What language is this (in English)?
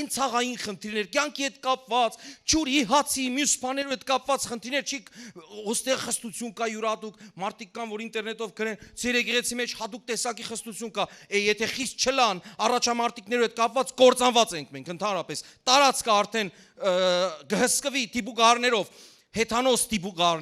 Western Armenian